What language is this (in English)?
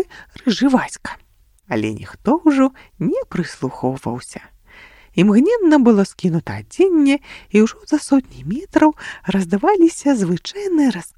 Belarusian